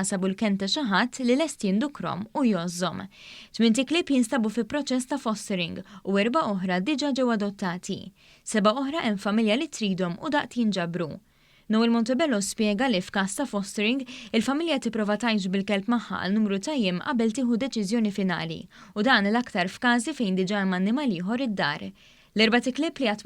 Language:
Maltese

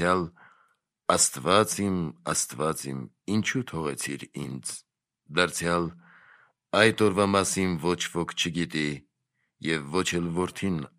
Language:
Armenian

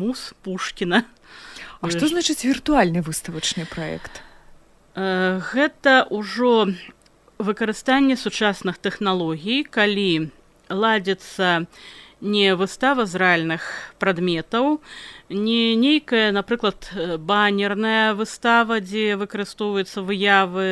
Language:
Belarusian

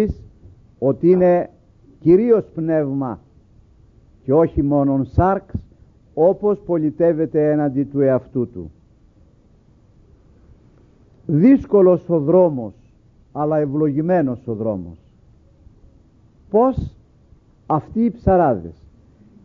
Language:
Greek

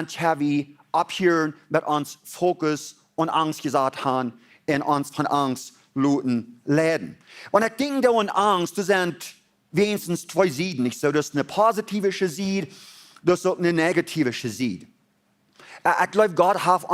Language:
Plautdietsch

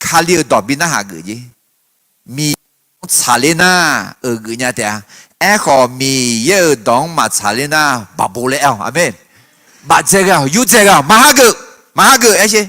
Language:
Akha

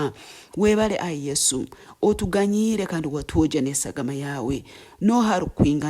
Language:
Nyoro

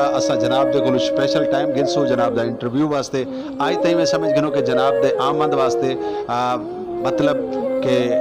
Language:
Saraiki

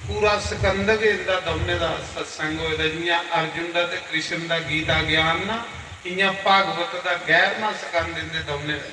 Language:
Dogri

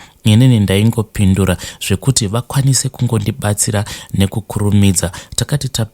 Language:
Shona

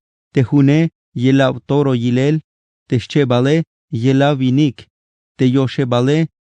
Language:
Tzeltal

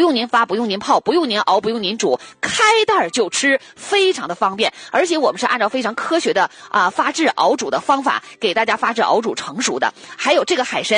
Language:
Chinese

